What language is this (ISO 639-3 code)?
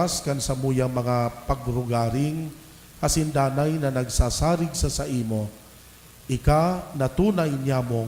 bik